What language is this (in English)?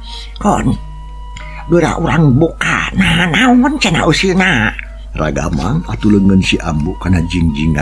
Sundanese